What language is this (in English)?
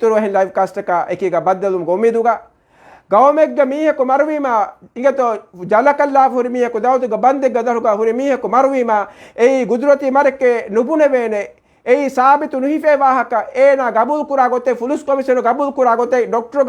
Divehi